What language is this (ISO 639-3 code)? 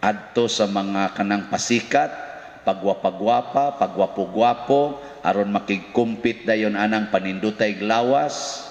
ceb